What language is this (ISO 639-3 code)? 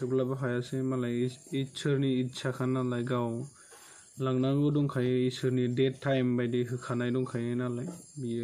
brx